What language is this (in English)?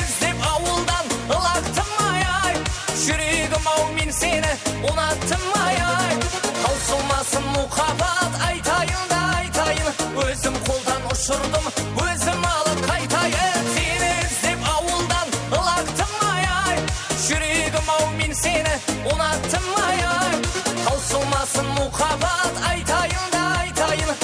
Kara-Kalpak